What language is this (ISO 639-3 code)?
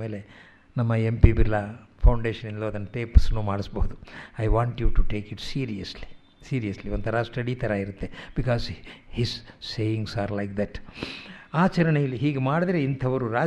kan